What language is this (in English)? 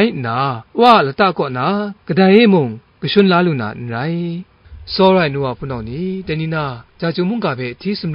Kachin